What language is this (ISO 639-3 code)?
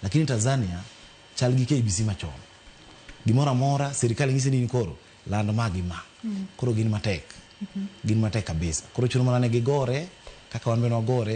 luo